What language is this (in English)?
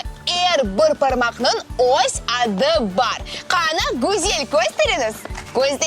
Crimean Tatar